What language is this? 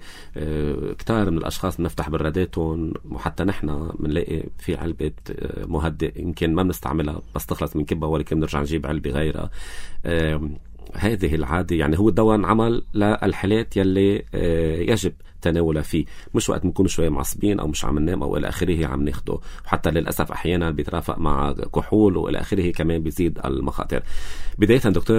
North Levantine Arabic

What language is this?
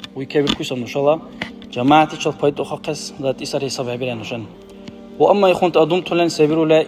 Dargwa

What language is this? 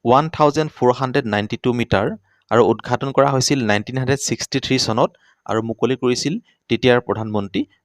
Assamese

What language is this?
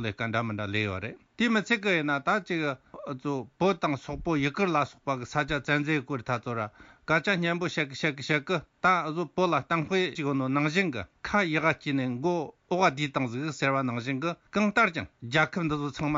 Tibetan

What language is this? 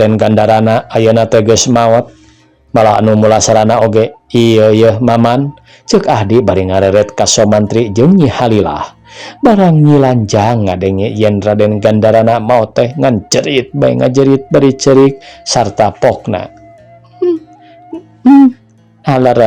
Sundanese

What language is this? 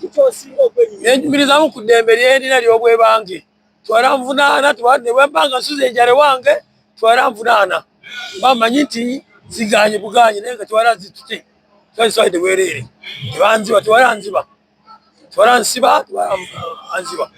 Ganda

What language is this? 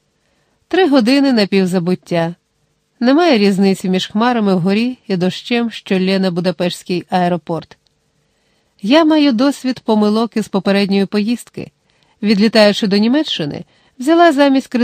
Ukrainian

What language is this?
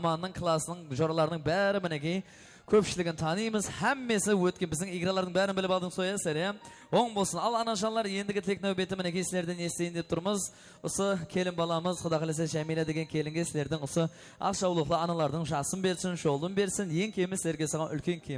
Kara-Kalpak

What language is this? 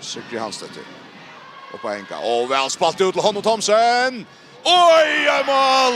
Faroese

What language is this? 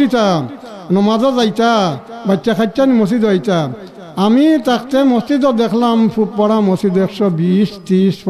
Sylheti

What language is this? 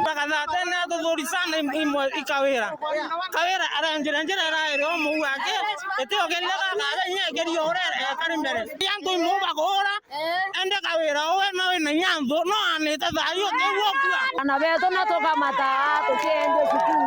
Meru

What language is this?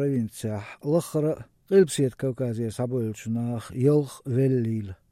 Latvian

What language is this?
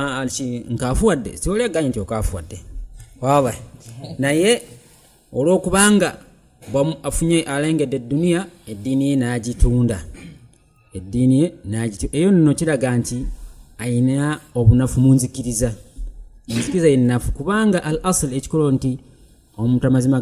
Ganda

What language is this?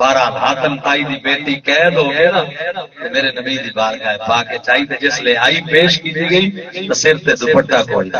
Saraiki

